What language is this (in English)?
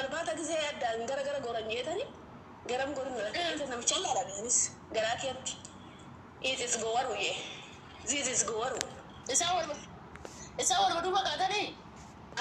Oromo